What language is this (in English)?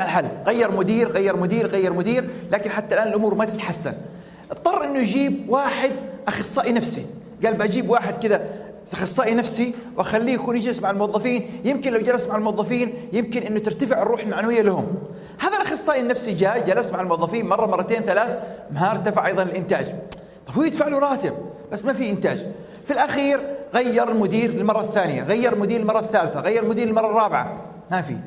Arabic